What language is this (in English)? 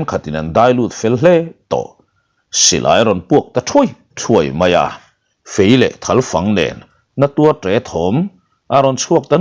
Mizo